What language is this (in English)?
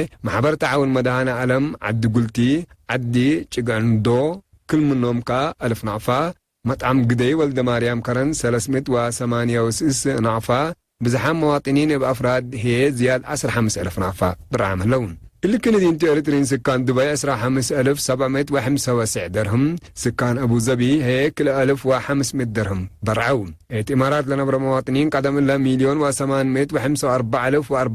Tigre